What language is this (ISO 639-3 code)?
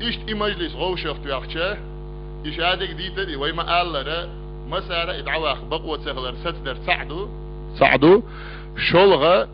che